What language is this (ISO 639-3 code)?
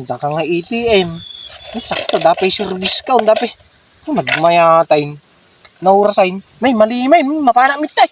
ilo